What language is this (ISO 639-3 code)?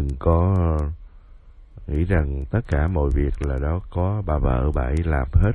vie